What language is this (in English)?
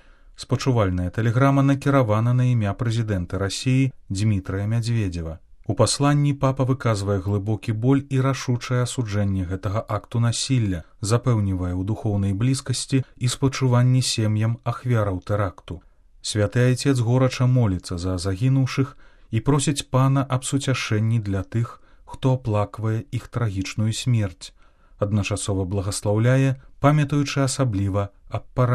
Belarusian